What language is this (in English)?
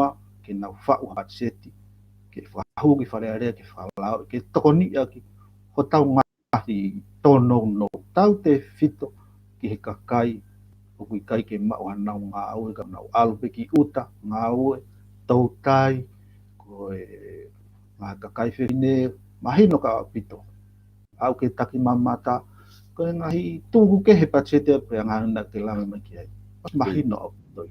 Tongan